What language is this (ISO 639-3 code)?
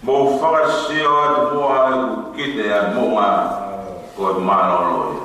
ton